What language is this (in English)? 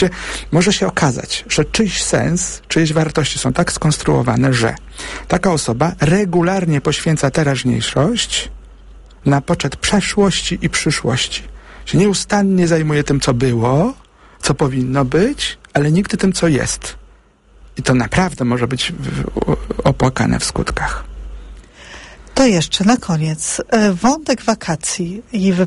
Polish